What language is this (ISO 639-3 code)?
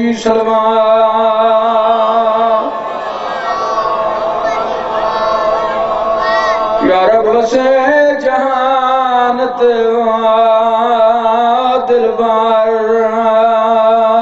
urd